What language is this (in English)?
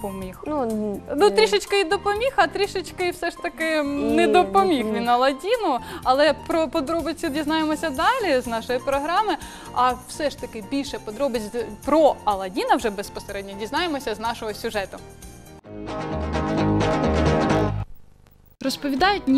Ukrainian